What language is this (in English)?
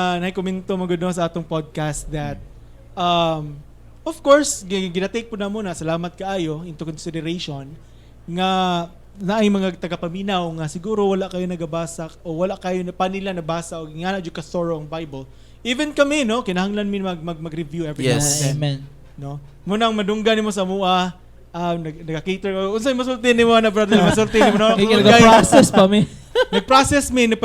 Cebuano